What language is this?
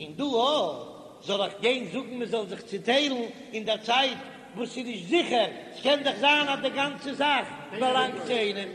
Yiddish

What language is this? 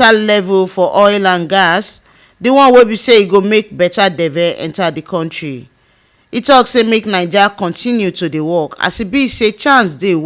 Nigerian Pidgin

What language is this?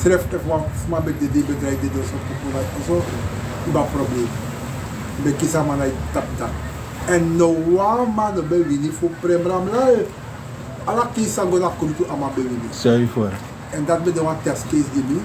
Sranan Tongo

